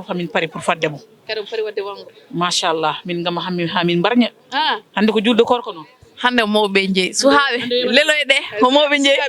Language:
Fula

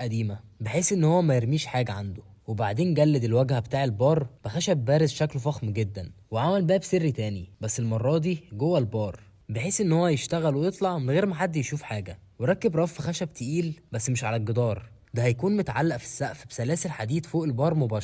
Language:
Egyptian Arabic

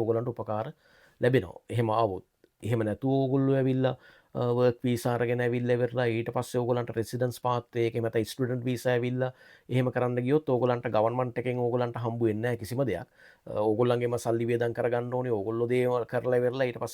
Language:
Sinhala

